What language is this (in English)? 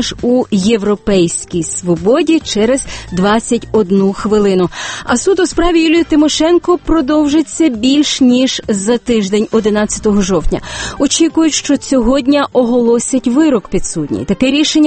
Ukrainian